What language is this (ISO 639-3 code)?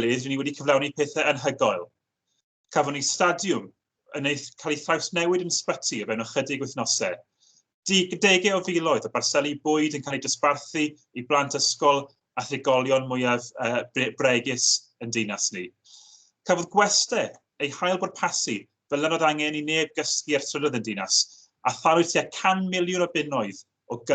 cym